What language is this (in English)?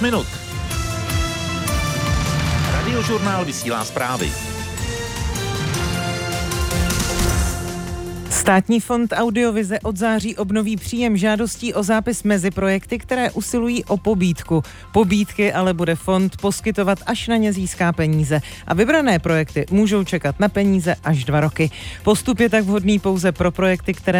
Czech